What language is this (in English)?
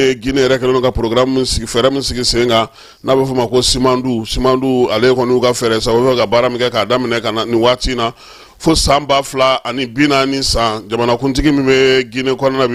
Bambara